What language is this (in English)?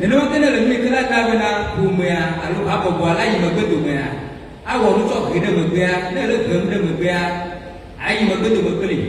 Ewe